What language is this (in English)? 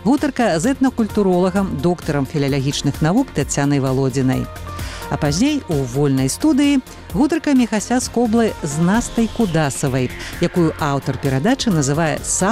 Belarusian